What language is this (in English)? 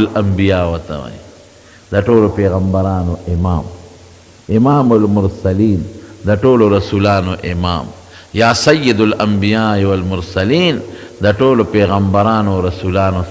Pashto